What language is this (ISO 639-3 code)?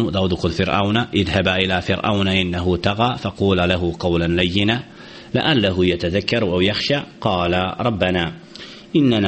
bos